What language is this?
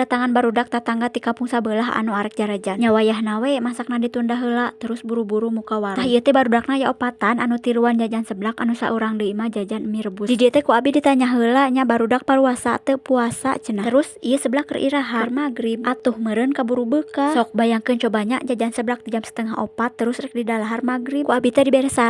Sundanese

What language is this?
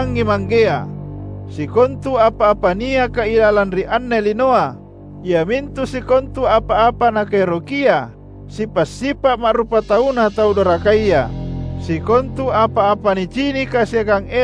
Makasar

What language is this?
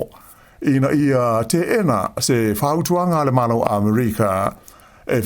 Samoan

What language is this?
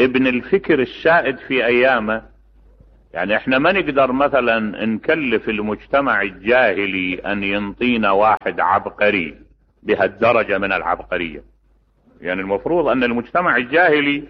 Mesopotamian Arabic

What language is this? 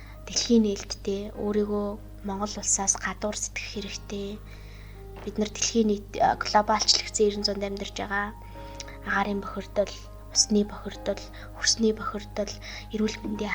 Mongolian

